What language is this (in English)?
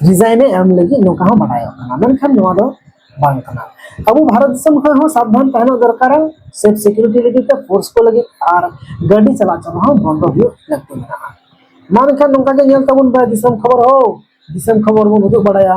Santali